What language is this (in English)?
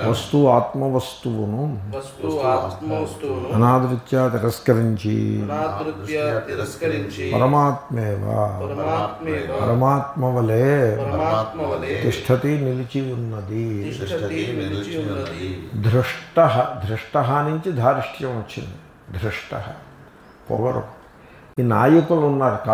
Telugu